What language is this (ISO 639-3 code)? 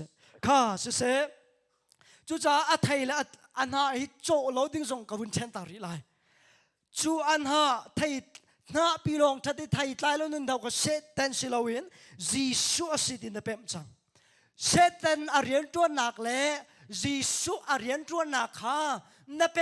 cnh